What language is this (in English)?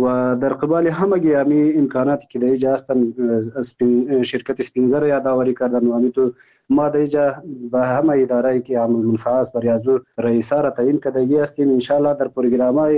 Persian